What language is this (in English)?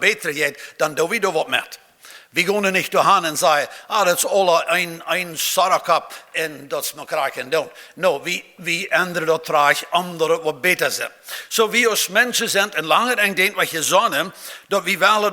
Plautdietsch